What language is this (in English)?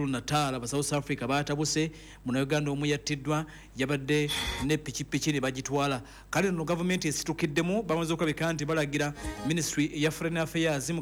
Ganda